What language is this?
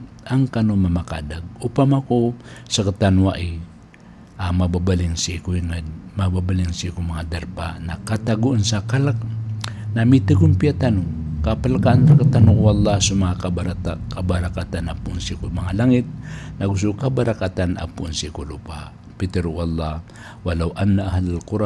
Maranao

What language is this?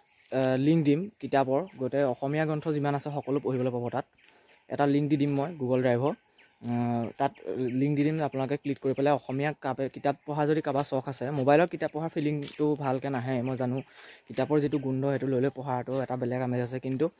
Assamese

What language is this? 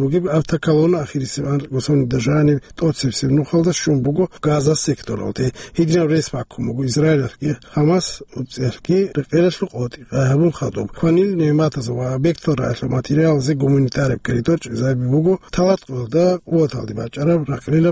Avaric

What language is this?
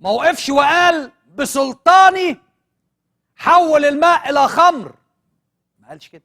Egyptian Arabic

